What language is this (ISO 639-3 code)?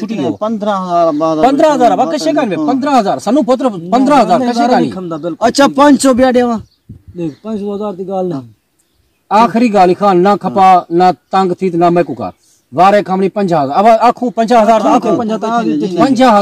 skr